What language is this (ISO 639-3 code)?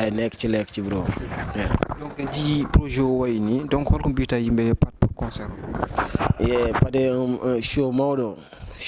ful